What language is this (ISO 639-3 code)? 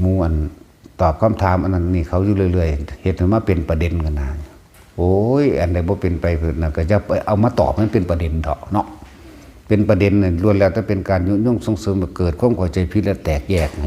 tts